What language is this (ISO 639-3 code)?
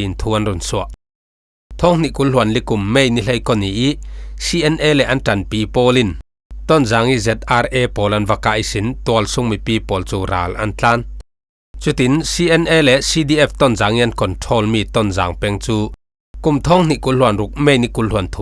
cfm